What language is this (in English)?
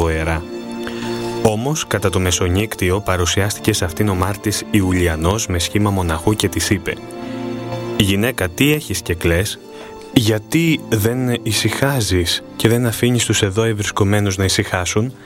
Greek